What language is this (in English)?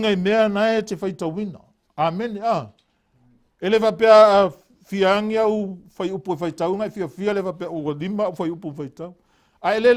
Samoan